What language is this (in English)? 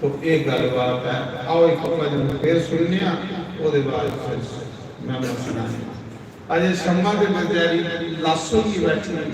Dogri